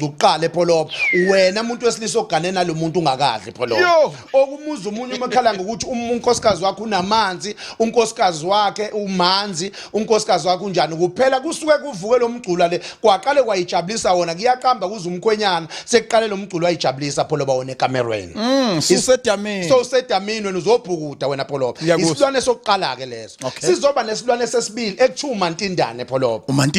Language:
Zulu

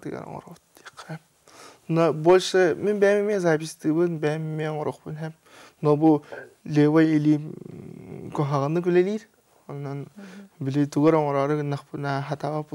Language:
Yakut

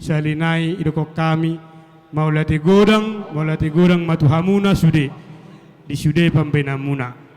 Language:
Batak Toba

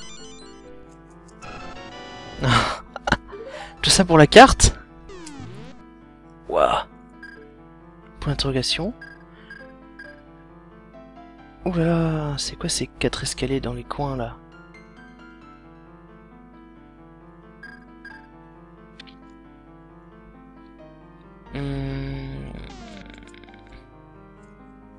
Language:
French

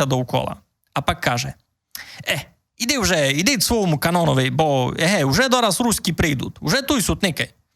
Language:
Rusyn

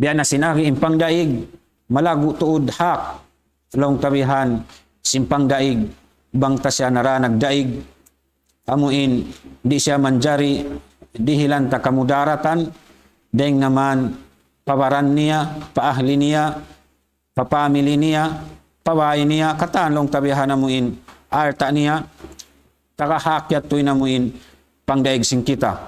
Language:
Tausug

